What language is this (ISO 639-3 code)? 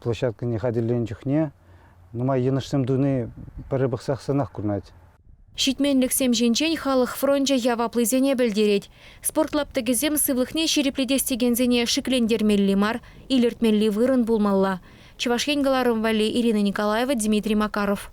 chv